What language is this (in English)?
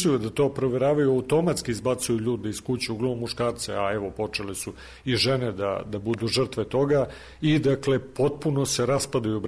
Serbian